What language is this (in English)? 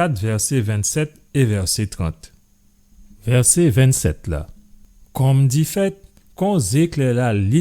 Guadeloupean Creole French